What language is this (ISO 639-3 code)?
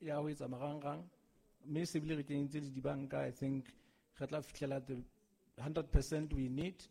sot